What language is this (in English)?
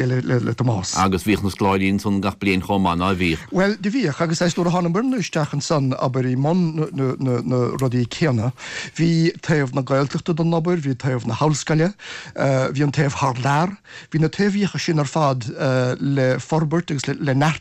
Irish